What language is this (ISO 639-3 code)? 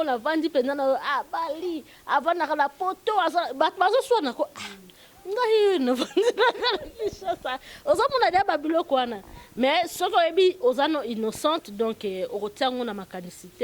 lin